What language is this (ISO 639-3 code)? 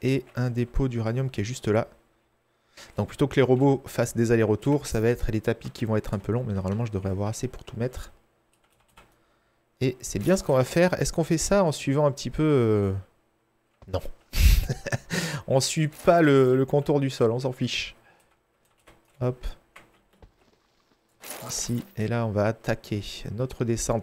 fra